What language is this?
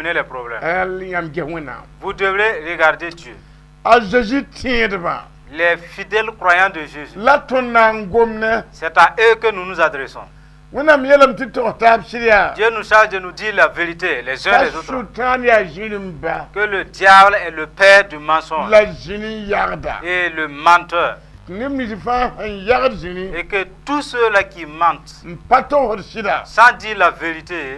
Mossi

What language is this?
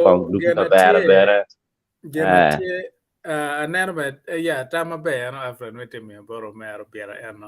Acoli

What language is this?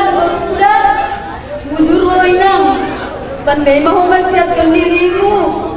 Batak Simalungun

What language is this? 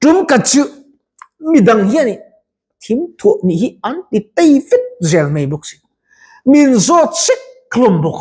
Mizo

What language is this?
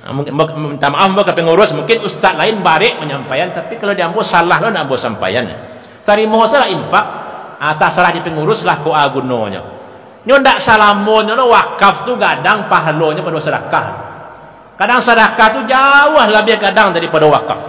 Minangkabau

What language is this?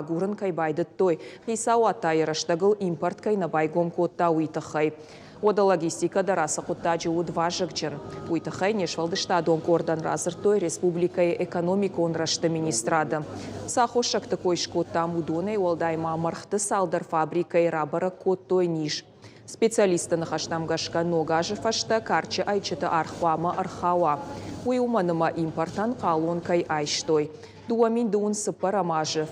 Ossetic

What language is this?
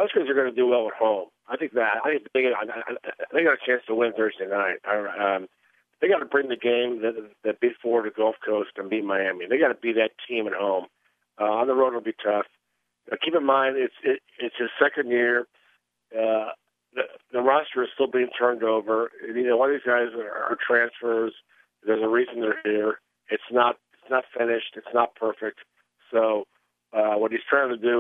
English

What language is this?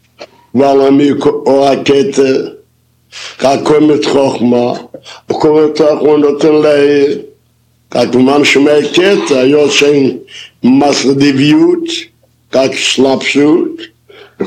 Hebrew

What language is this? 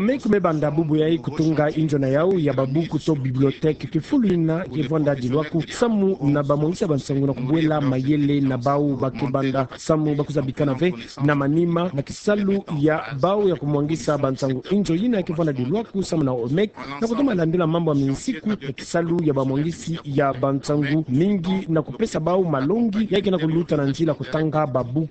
Kituba (Democratic Republic of Congo)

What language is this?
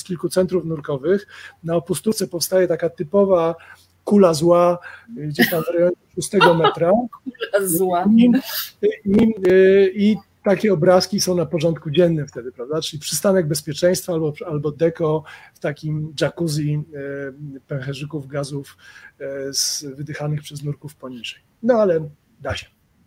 Polish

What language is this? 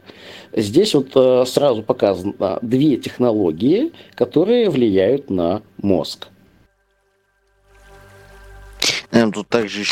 Russian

